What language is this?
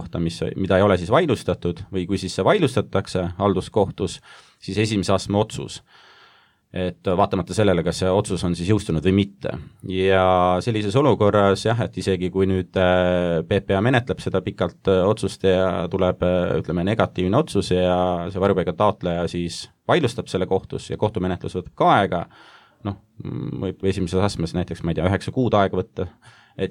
Estonian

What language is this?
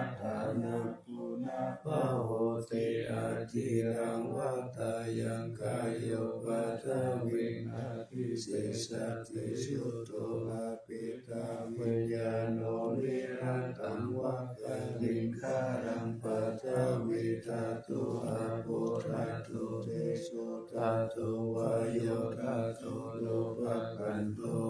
Pali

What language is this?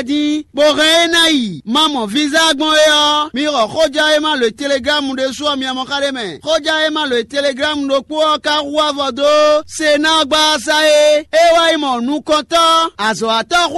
Fon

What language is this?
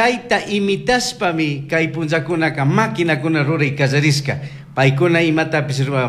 Chimborazo Highland Quichua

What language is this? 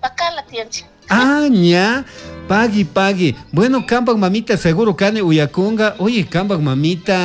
Chimborazo Highland Quichua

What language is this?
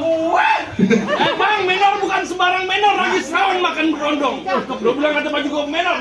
Betawi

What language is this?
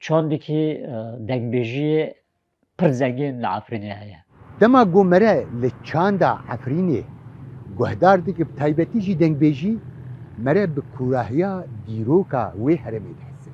Kurdish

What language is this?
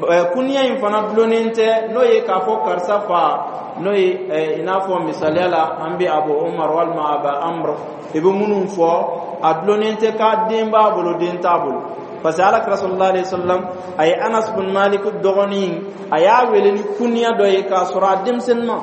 Dyula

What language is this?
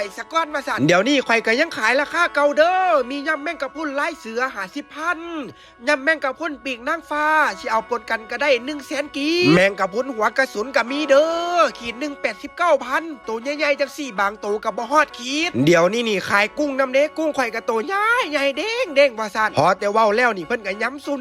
Lao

